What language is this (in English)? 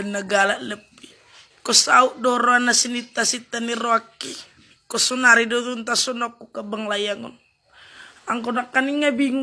Batak Toba